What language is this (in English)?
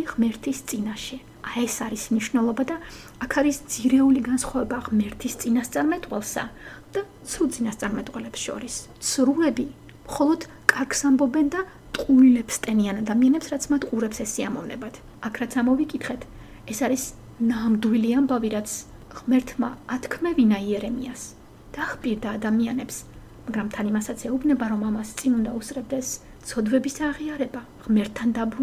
Georgian